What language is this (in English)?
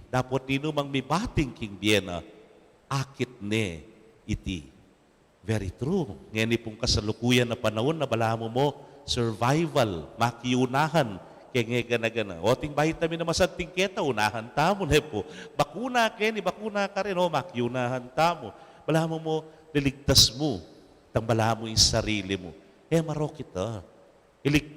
Pampanga